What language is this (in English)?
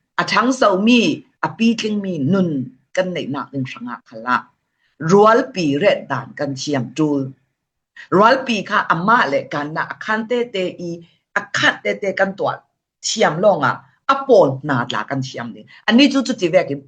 Falam Chin